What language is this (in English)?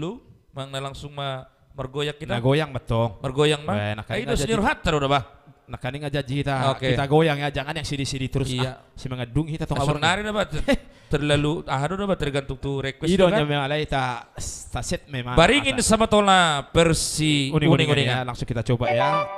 Batak Toba